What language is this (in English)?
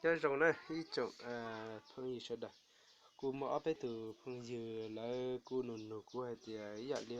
Hmong